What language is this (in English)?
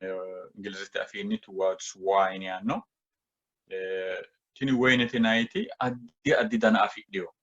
Sidamo